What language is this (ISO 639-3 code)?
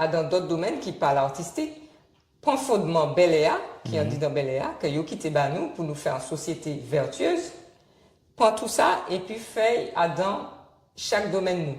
gcf